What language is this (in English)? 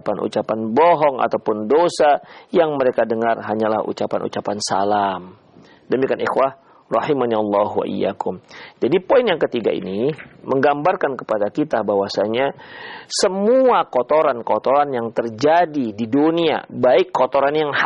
Indonesian